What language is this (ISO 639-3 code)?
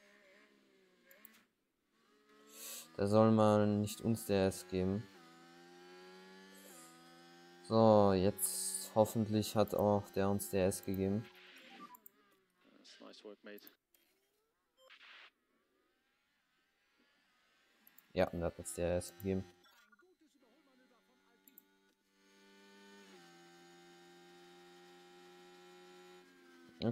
deu